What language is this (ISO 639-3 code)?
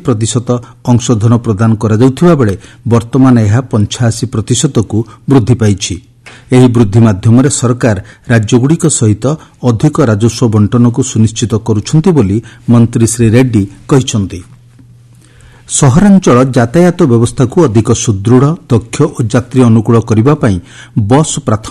ori